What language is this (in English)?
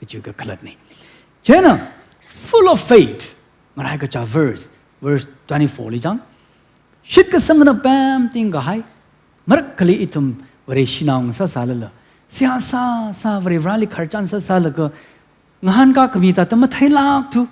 Tangkhul Naga (India)